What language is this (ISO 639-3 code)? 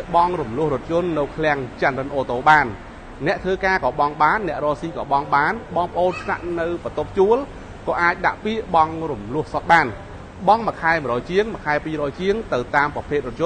khm